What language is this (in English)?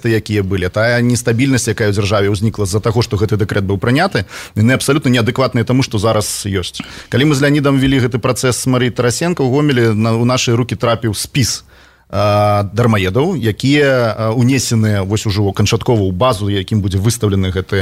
Belarusian